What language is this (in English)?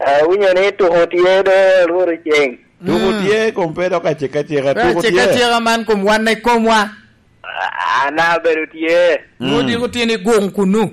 Lango (Uganda)